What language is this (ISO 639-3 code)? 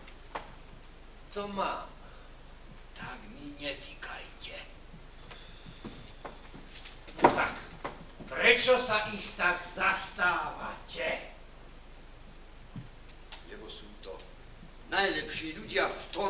slk